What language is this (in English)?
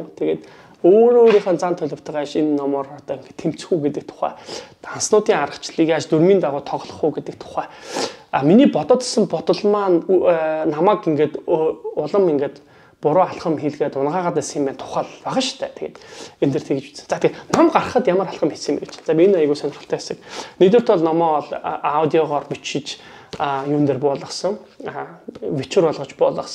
Mongolian